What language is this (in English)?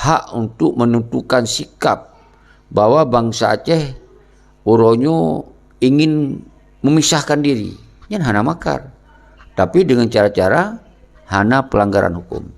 Achinese